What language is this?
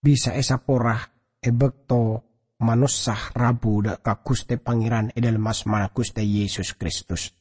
Madurese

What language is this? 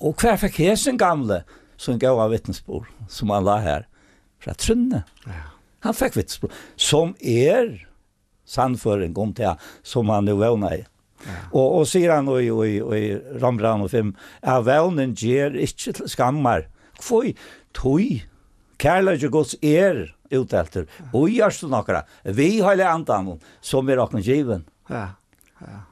Faroese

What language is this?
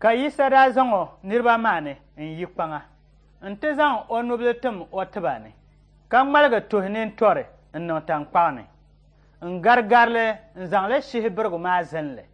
Dagbani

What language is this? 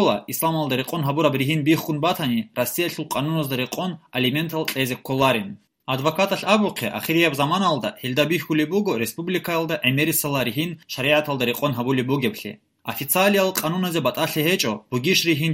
Avaric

